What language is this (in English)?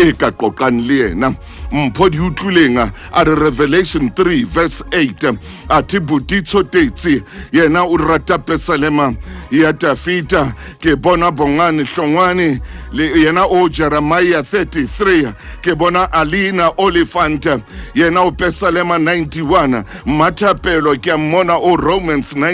Southern Sotho